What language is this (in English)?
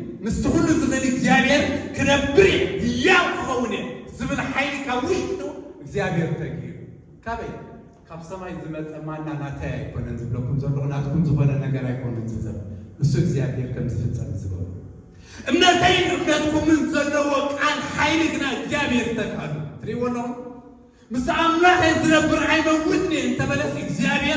Tigrinya